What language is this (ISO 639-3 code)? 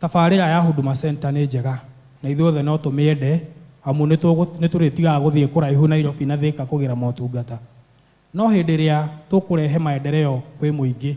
kik